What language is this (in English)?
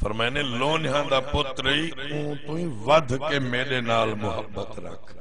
Saraiki